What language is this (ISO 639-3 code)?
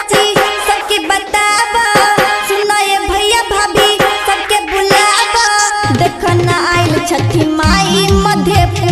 bho